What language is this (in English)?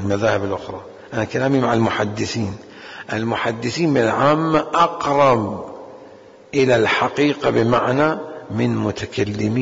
Mesopotamian Arabic